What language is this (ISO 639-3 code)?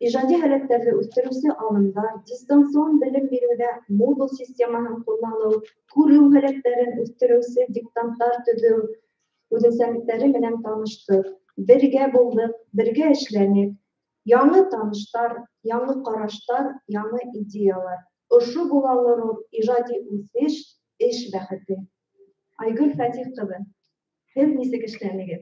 bak